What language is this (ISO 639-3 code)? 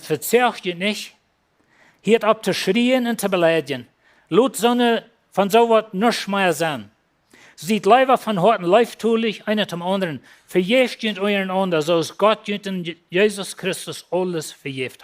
pdt